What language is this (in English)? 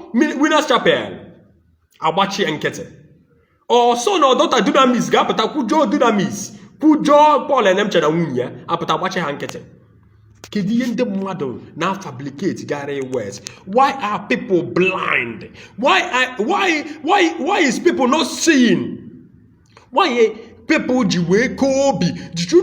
Igbo